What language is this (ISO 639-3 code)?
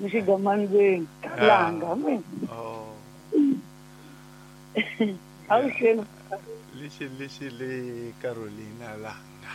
tso